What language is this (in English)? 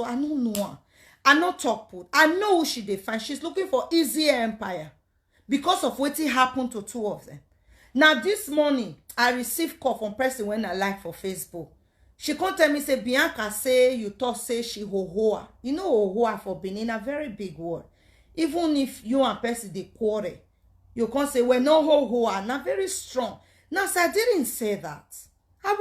Nigerian Pidgin